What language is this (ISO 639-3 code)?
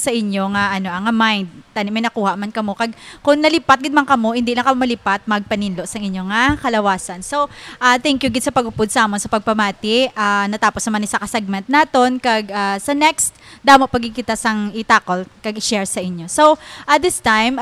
hil